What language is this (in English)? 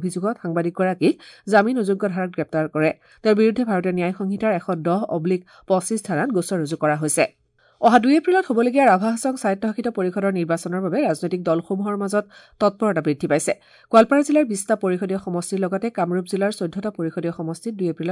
Assamese